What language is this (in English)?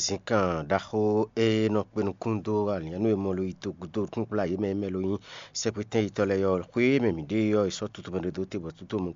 Fon